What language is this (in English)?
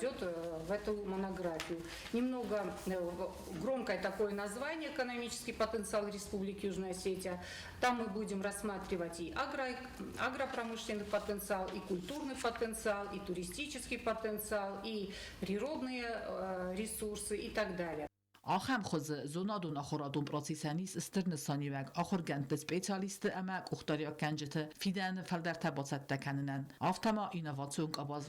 Ossetic